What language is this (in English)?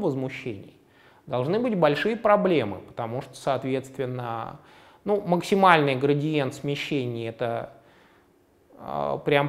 Russian